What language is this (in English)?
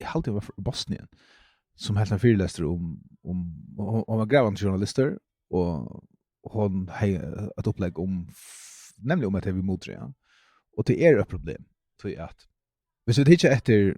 Faroese